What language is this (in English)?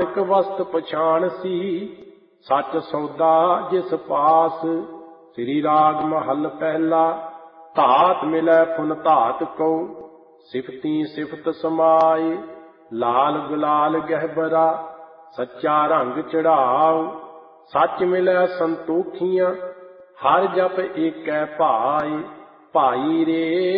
Punjabi